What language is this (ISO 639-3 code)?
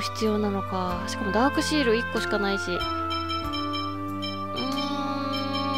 jpn